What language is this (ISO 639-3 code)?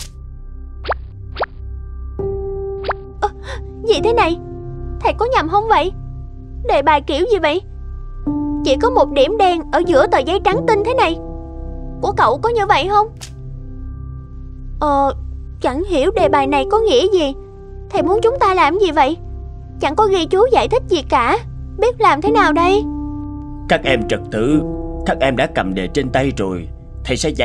vie